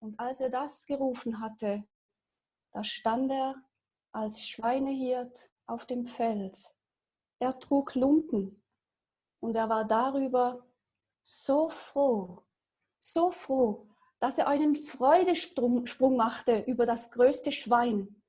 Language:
Swiss German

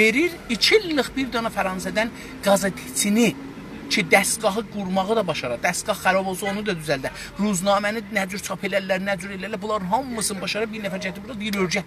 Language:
South Azerbaijani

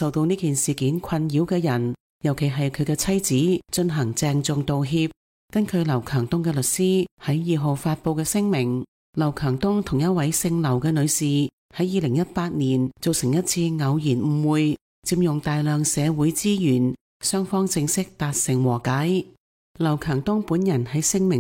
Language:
Cantonese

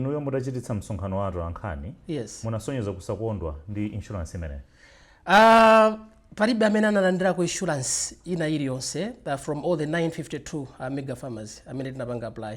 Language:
Nyanja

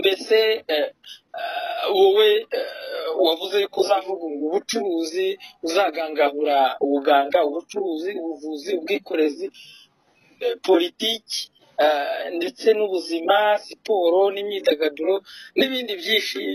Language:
Kinyarwanda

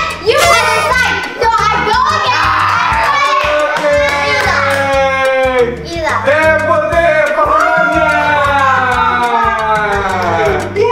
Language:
Indonesian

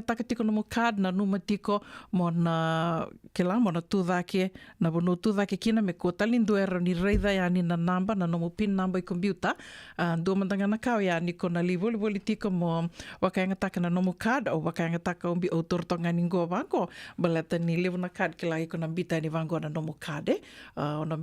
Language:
Fijian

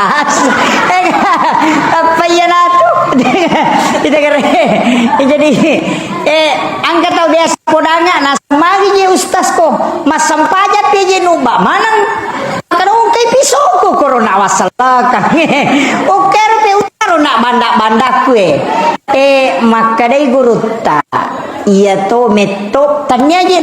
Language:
Buginese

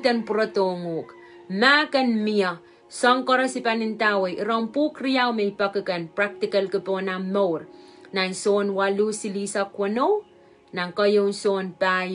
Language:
Pohnpeian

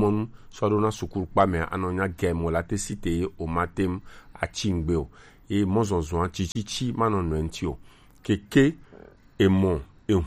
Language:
Gen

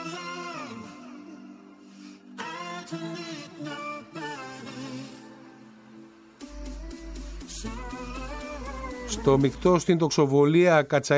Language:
Greek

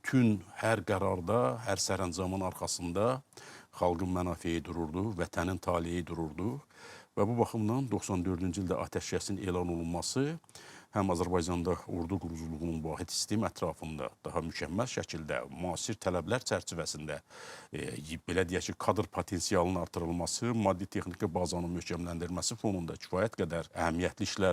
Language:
Azerbaijani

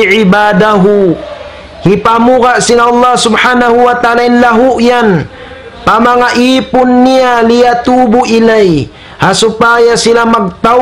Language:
Tausug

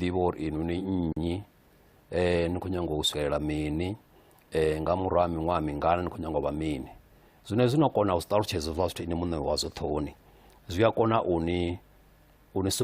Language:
Venda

